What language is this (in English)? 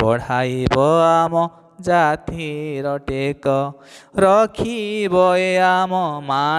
Odia